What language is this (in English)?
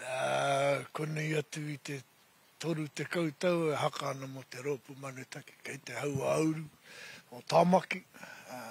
Māori